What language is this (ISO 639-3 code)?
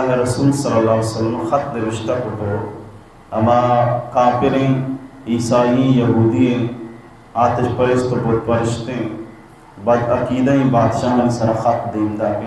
bal